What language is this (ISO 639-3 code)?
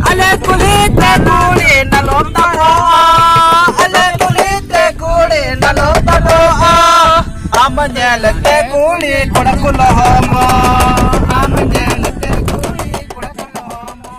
sat